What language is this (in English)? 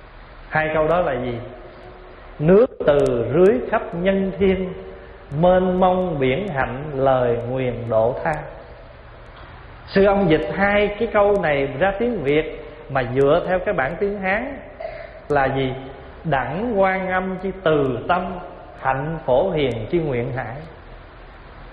Vietnamese